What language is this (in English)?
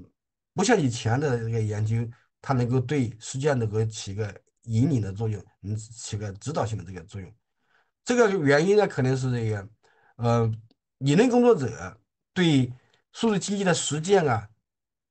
Chinese